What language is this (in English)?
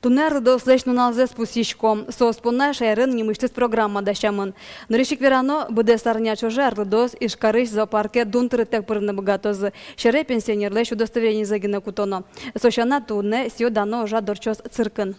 Udmurt